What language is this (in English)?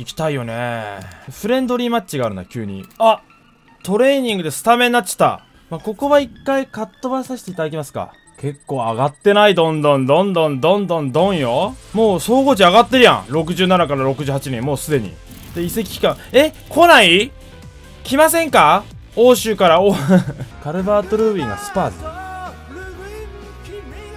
Japanese